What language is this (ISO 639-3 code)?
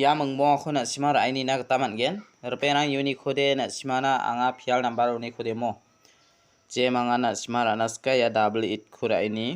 grt